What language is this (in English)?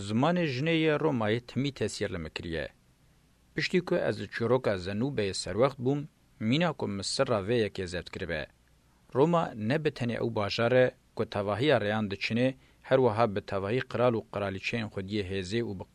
Kurdish